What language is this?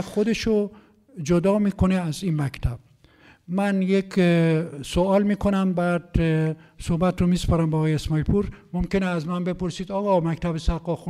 Persian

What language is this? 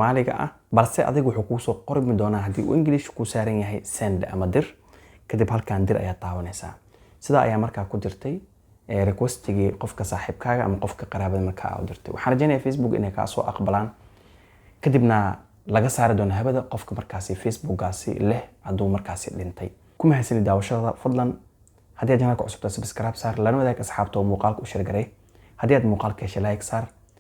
Somali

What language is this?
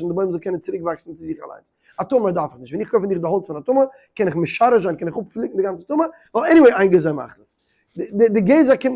Yiddish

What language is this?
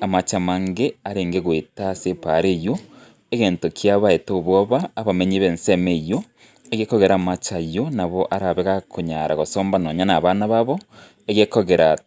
Gusii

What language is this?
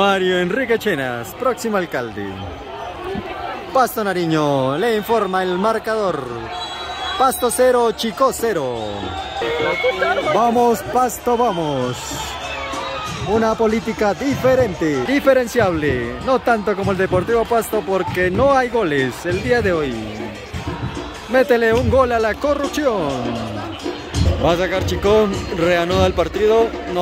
Spanish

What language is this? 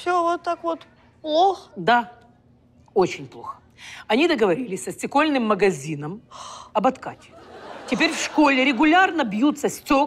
Russian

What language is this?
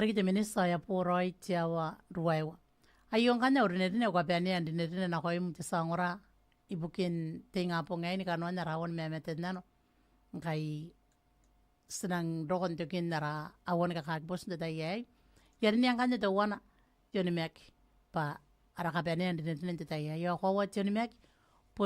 Gilbertese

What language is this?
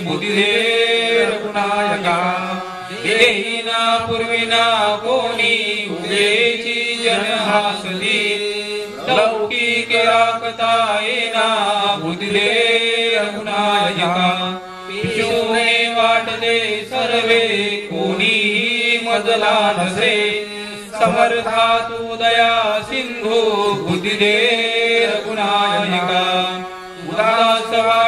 Marathi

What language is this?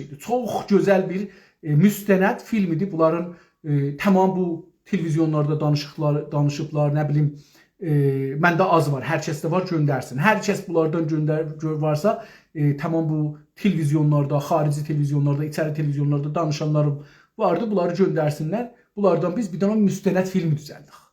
South Azerbaijani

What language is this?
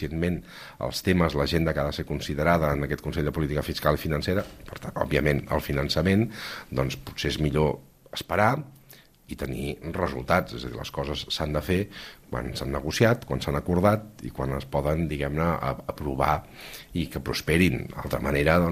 Catalan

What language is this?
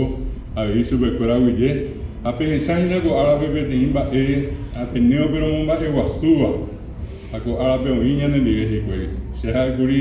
Guarani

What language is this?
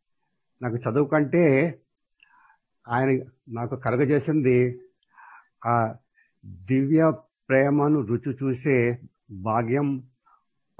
Telugu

